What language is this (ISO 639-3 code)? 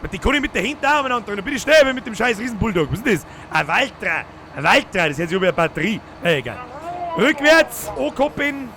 bar